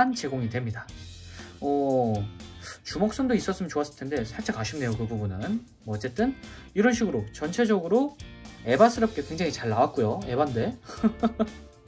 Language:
Korean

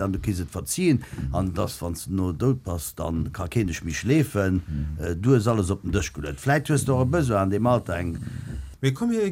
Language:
Luxembourgish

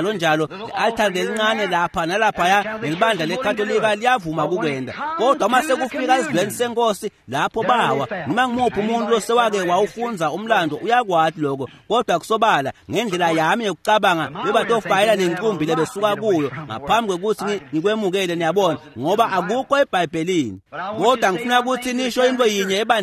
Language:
Swati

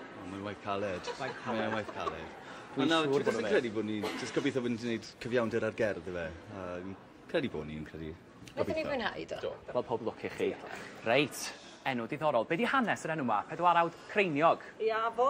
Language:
Welsh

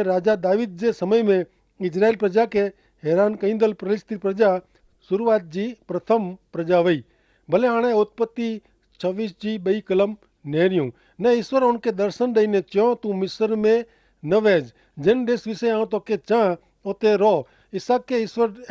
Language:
Kachhi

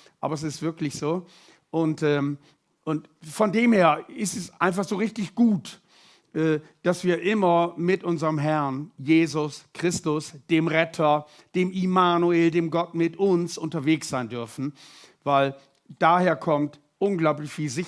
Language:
Swiss German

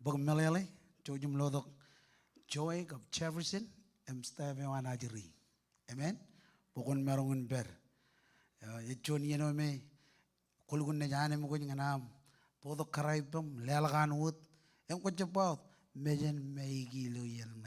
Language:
Marshallese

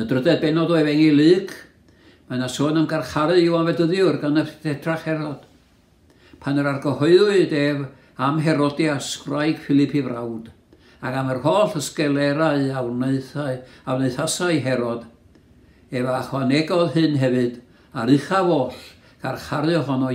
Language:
Welsh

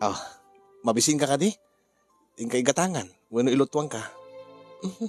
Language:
Iloko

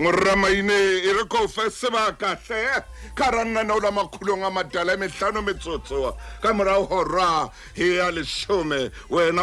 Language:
Southern Sotho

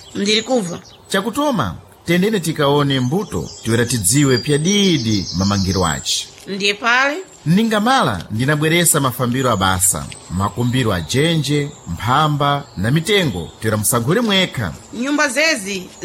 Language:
Sena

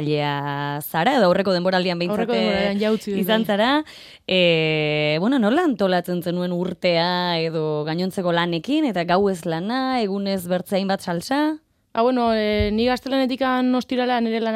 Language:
Basque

